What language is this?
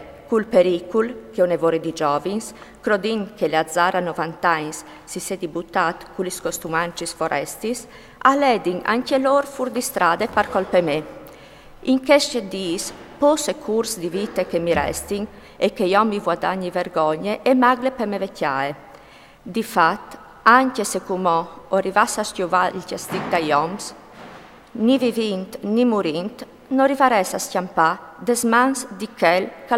Friulian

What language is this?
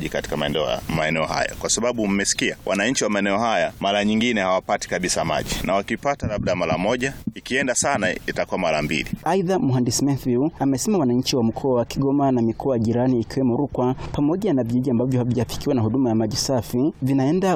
Swahili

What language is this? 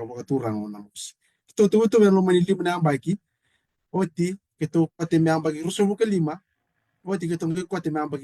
Fijian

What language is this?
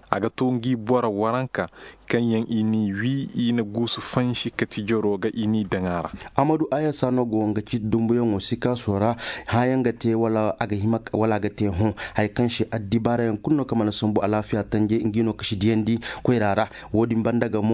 Koyraboro Senni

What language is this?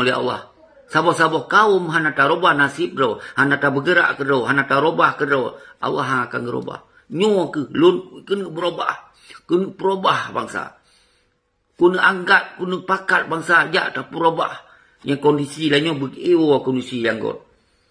Achinese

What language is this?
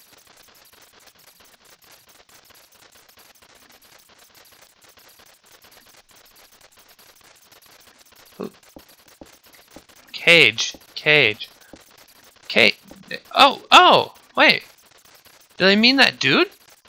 English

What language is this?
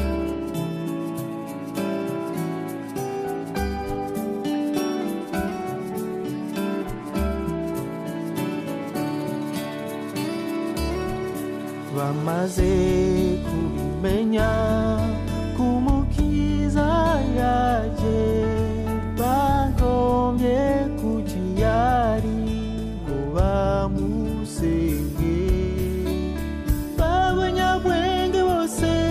Kinyarwanda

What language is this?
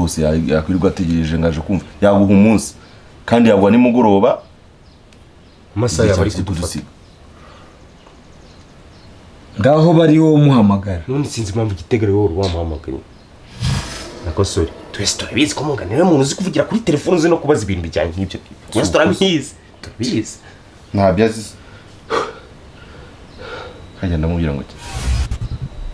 Kinyarwanda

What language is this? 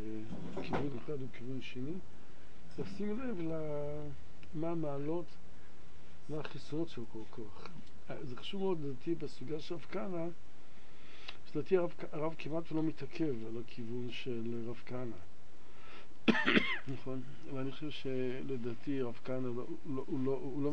Hebrew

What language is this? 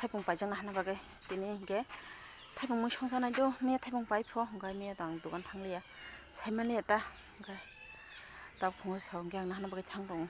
Kok Borok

